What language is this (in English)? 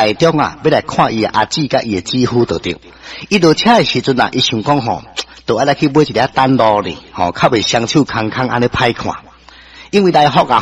Min Nan Chinese